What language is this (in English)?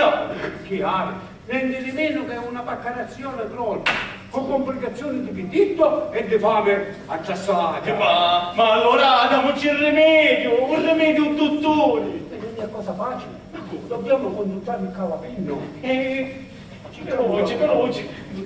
Sicilian